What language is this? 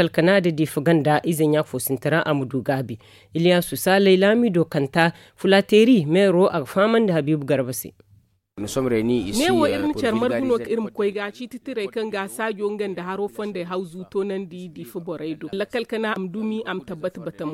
Zarma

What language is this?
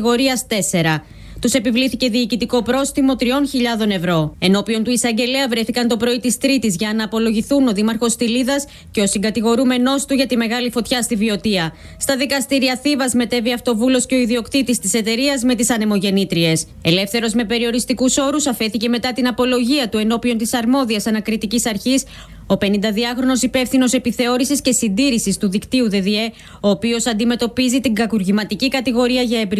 Greek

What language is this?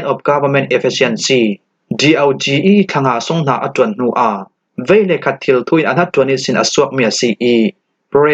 Falam Chin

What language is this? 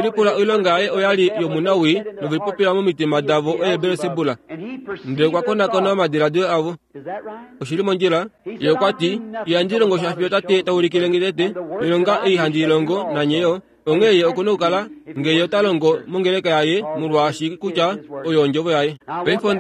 Kuanyama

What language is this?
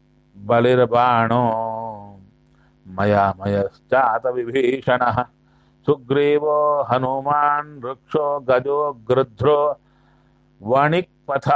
Kannada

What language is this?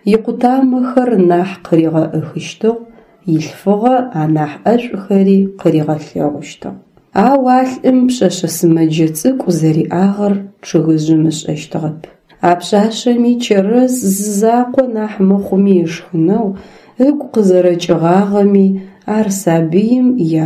Adyghe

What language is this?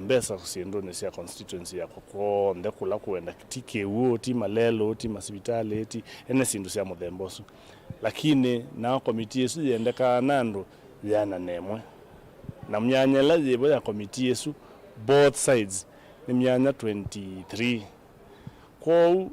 Kamba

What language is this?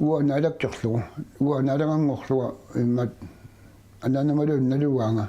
Kalaallisut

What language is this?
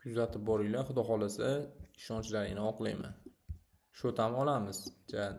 Uzbek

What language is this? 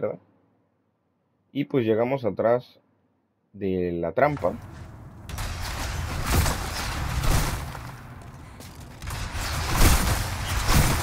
Spanish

